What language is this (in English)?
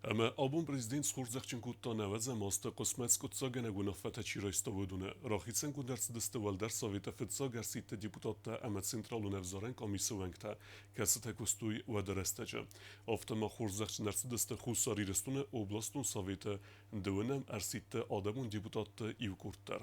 Ossetic